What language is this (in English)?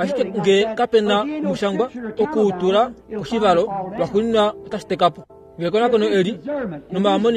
Kuanyama